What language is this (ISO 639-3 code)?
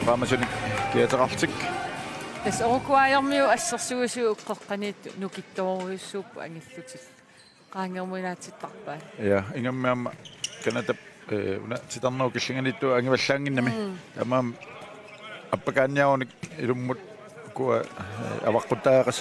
kal